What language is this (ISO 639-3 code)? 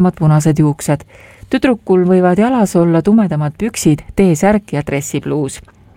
est